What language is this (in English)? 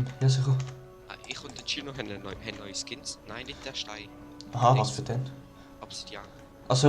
Swiss German